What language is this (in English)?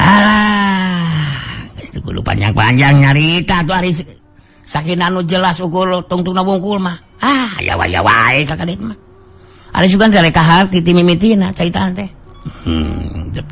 Sundanese